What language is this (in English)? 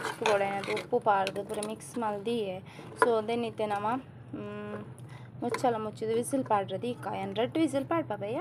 Tulu